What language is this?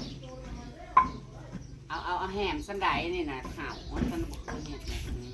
Northeastern Thai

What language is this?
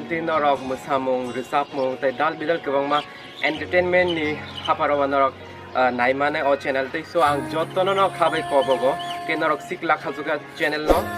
Kok Borok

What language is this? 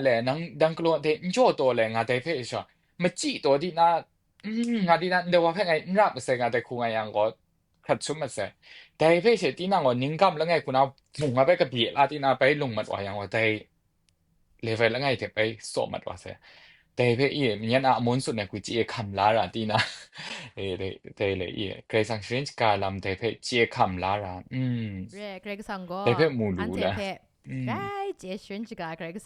Kachin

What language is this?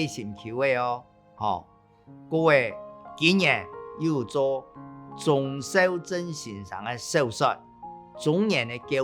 Hakka Chinese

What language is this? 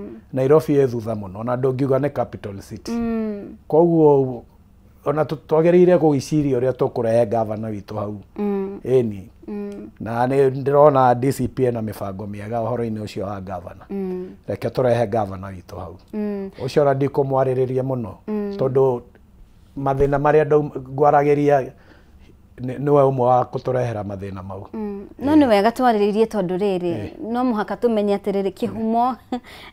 Kikuyu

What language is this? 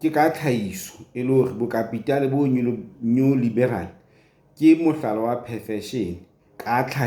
Southern Sotho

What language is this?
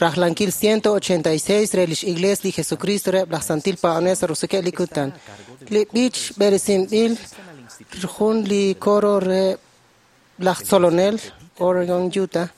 Kekchí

